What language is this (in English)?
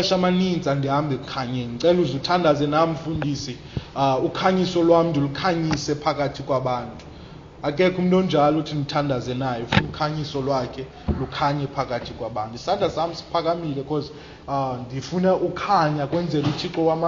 Xhosa